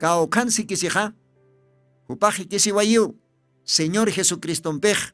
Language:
Aymara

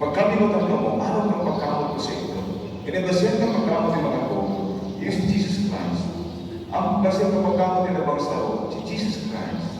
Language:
Bikol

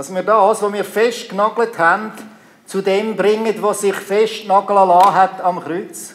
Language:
Swiss German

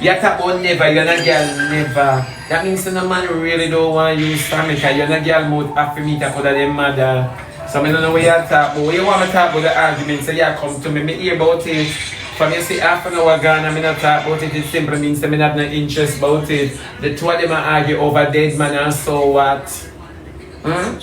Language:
Jamaican Creole English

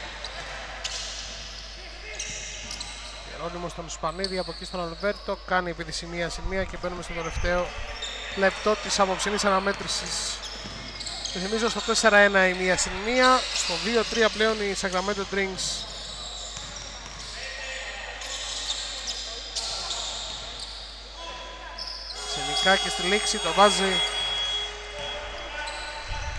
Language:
Greek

